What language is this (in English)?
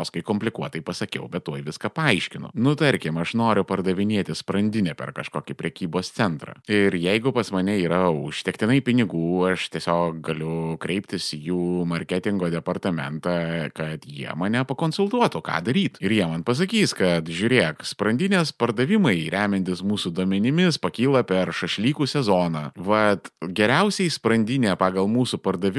Lithuanian